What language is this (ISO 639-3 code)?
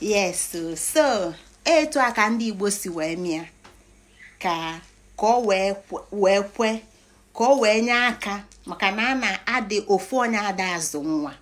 ibo